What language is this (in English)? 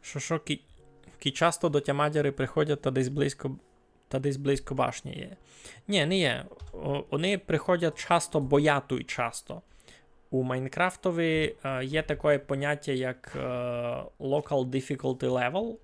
Rusyn